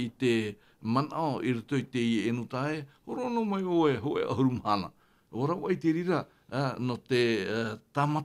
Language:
Tahitian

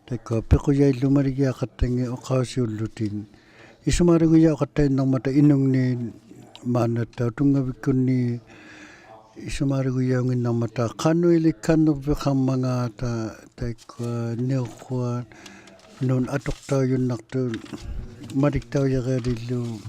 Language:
Inuktitut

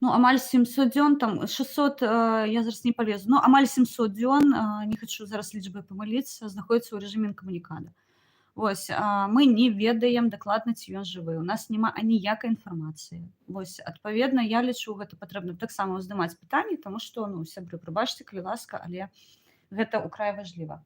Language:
Belarusian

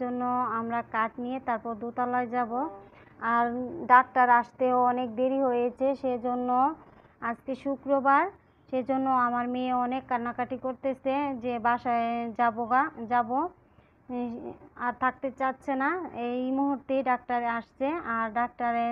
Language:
Bangla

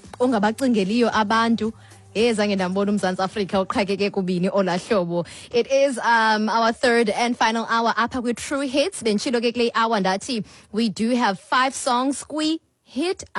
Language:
Xhosa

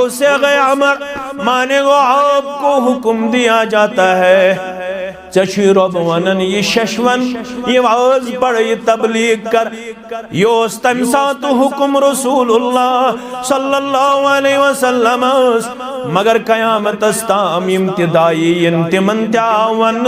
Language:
Kashmiri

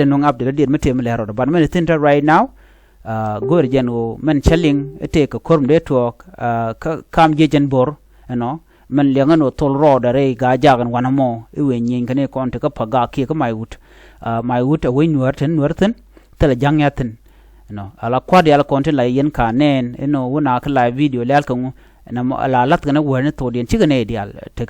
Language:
Nuer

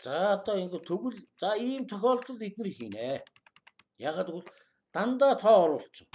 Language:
Mongolian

